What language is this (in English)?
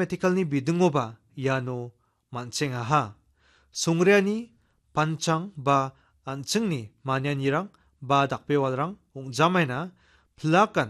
Garo